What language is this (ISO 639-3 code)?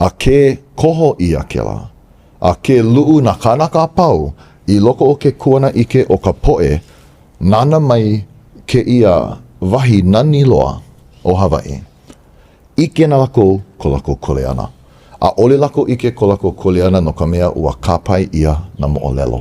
haw